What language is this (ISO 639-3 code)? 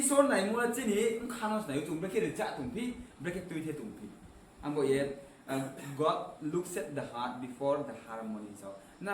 ria